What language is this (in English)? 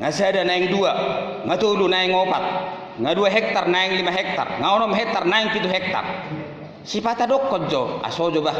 Batak Toba